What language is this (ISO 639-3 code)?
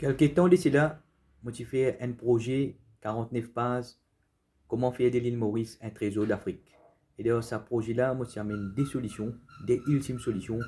mfe